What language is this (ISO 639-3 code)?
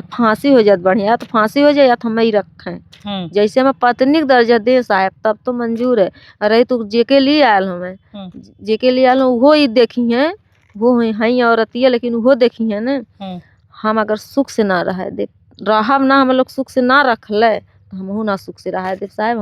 bho